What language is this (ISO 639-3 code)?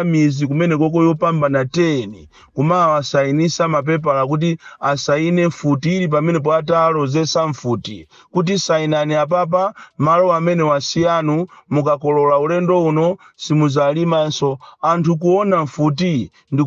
nya